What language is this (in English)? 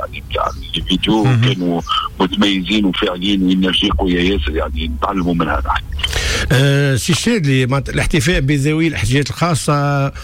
Tunisian Arabic